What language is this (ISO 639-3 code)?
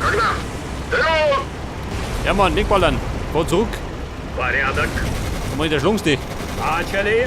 bar